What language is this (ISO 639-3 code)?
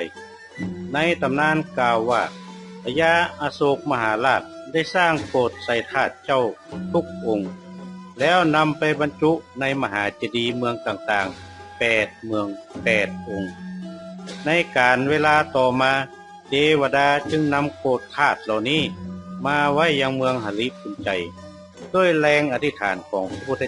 nod